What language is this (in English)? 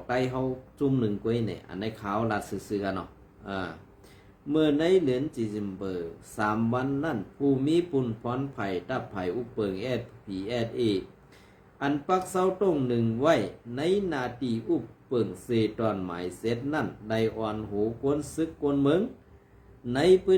Shan